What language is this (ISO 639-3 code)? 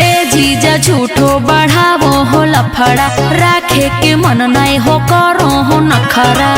mag